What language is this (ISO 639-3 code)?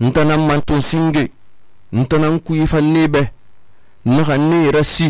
sus